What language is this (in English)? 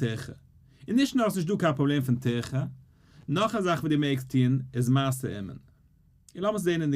Yiddish